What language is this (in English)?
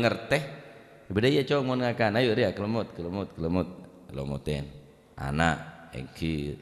Madurese